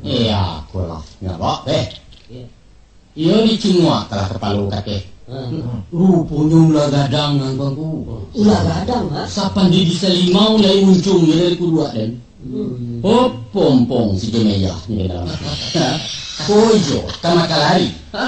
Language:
Minangkabau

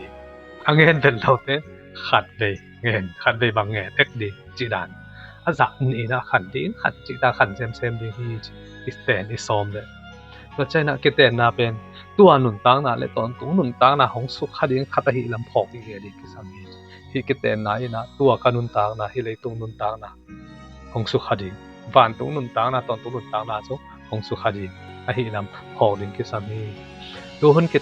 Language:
Tedim Chin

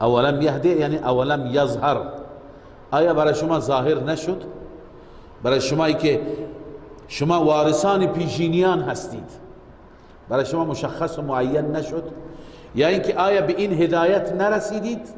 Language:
Persian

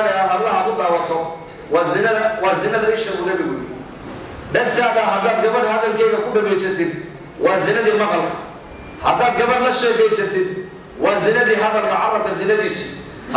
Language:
Somali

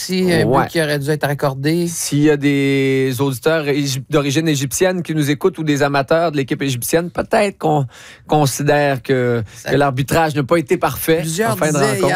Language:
French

